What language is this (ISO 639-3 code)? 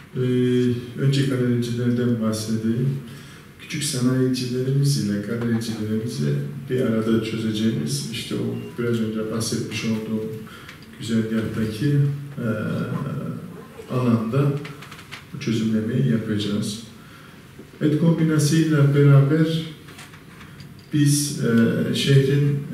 tur